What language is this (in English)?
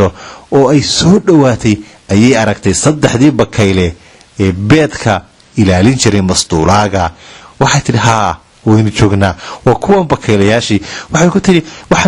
Somali